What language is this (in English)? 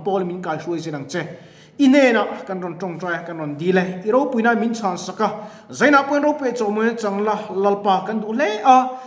Mizo